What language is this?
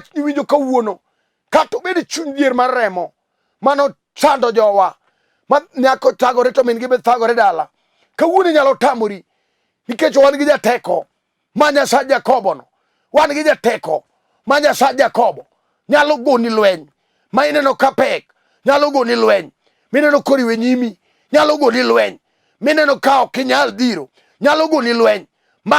Luo (Kenya and Tanzania)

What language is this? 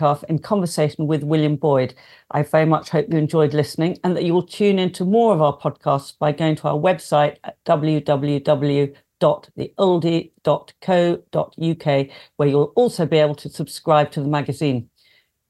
English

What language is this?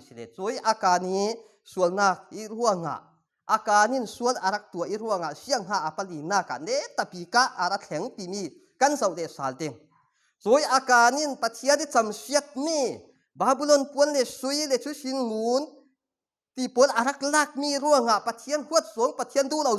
Falam Chin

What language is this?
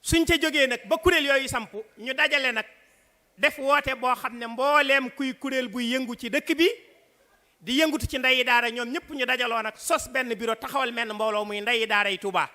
Wolof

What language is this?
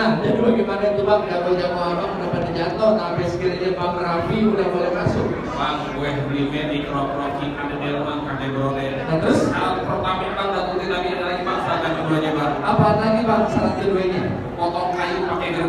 Betawi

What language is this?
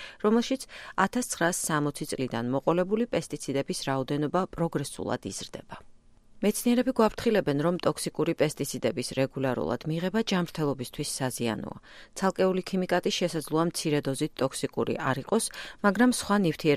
Georgian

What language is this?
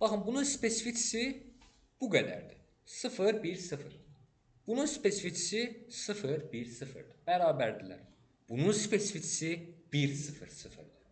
Azerbaijani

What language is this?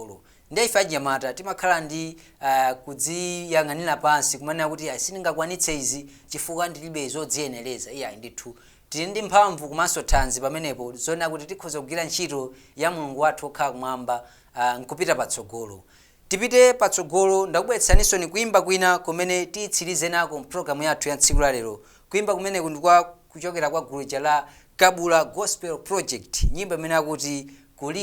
Nyanja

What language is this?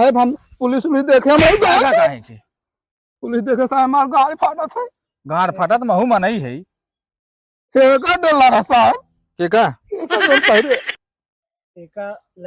Awadhi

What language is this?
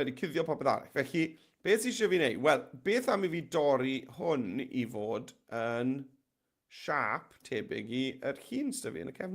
Welsh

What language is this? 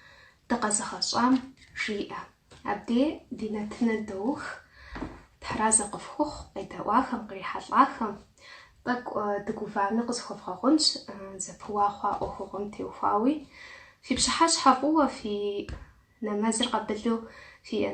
Kabardian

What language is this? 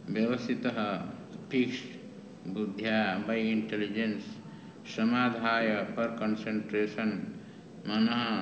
Odia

